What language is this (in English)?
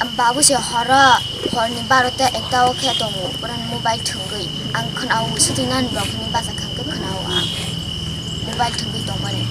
Kok Borok